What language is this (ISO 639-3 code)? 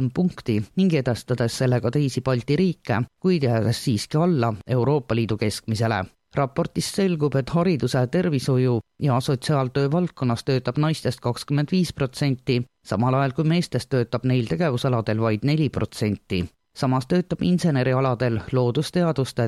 est